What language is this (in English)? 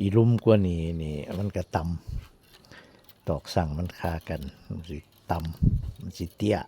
Northeastern Thai